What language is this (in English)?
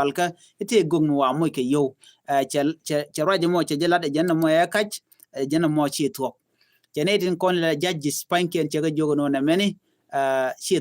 Nuer